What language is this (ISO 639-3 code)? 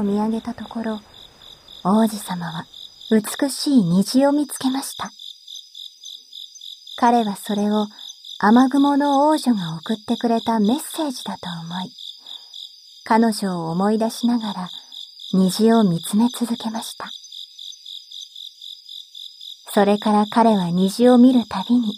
jpn